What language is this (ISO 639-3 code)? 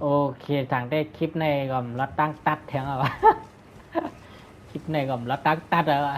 shn